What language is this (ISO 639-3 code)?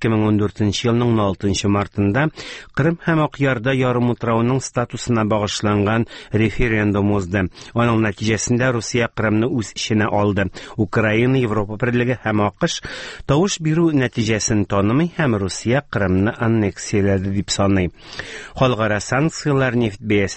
tat